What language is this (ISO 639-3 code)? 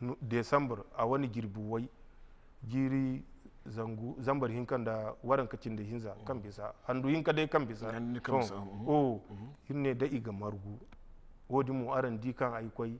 dje